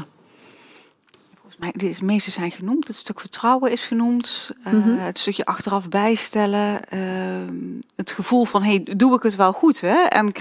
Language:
Dutch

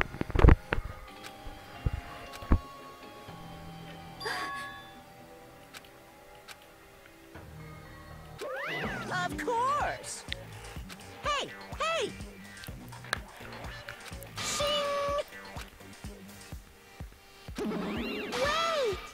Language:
English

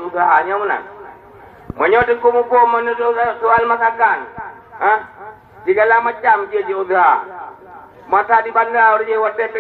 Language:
Achinese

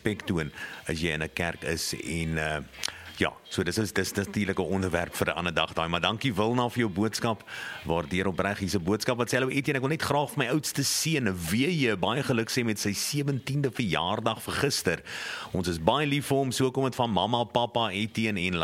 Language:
Afrikaans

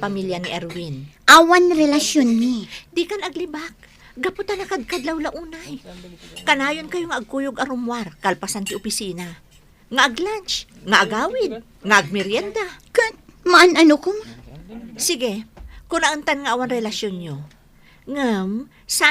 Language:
Iloko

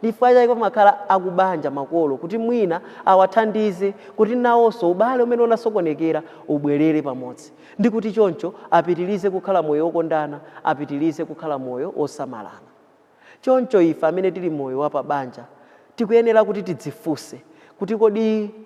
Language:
Nyanja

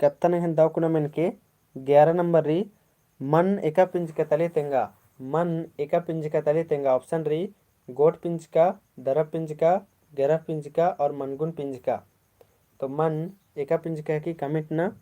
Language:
Kurukh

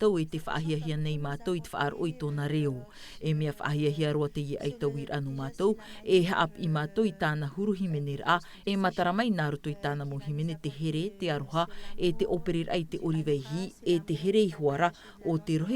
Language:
Tahitian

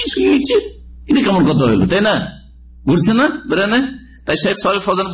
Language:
Bangla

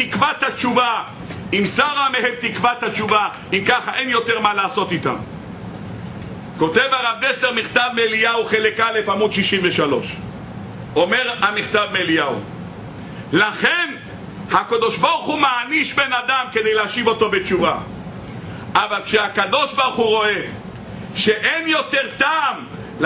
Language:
Hebrew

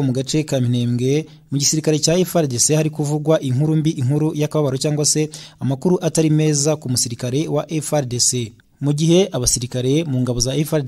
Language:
Kinyarwanda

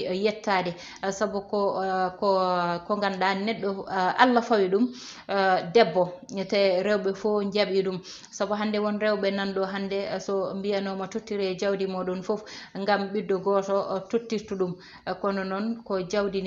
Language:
Fula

